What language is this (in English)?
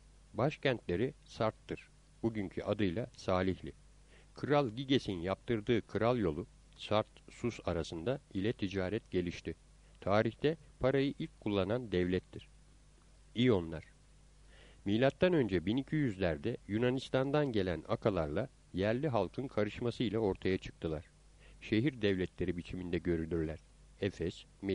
Turkish